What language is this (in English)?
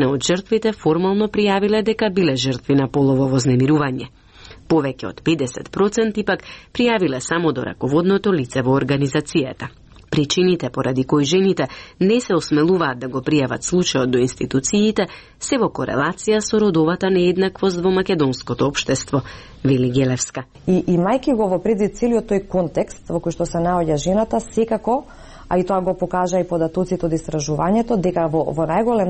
Macedonian